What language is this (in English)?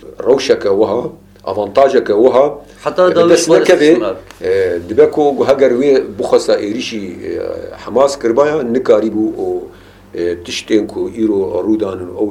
Kurdish